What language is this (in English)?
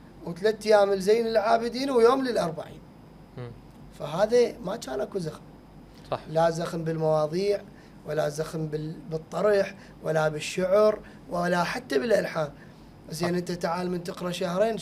Mesopotamian Arabic